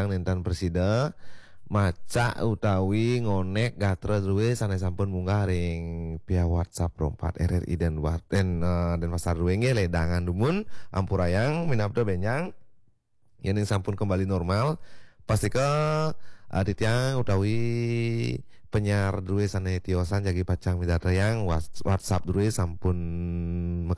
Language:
Balinese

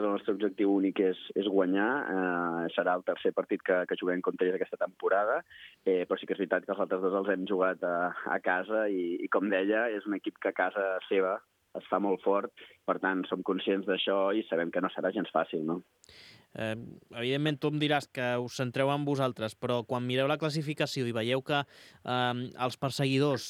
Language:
Catalan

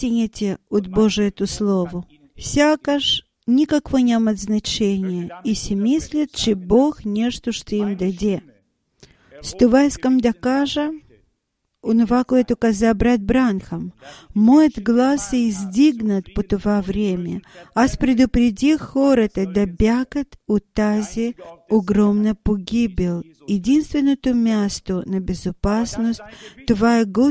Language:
Bulgarian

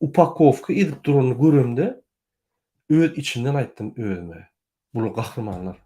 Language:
Turkmen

